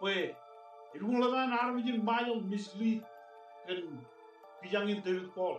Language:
Marshallese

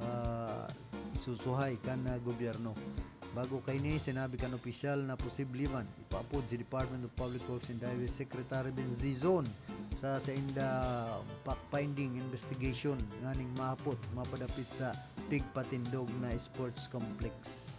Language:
Bikol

